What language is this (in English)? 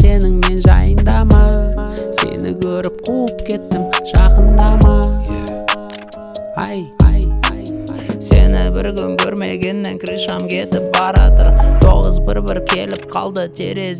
Kazakh